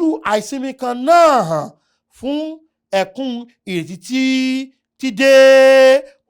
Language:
Yoruba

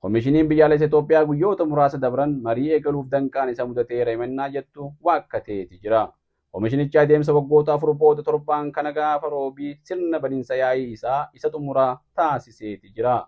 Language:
Oromo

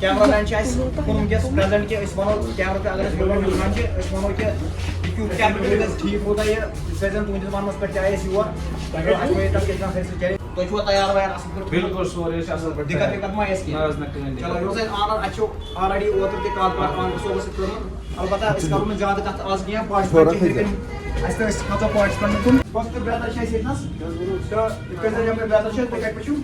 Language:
Kashmiri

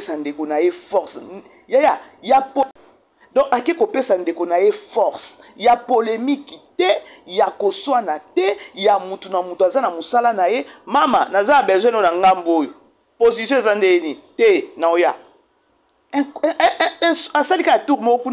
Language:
Lingala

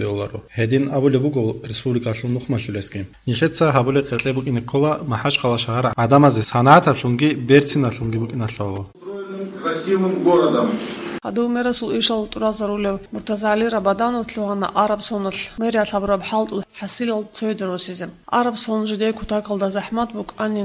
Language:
Avaric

